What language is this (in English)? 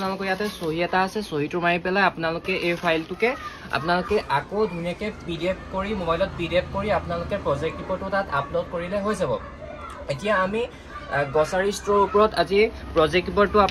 Assamese